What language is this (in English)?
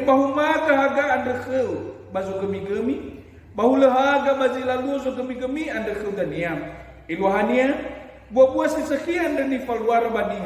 Nias